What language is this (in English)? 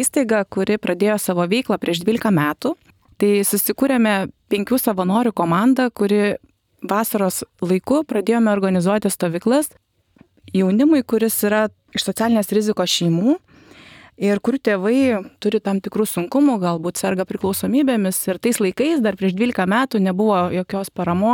Lithuanian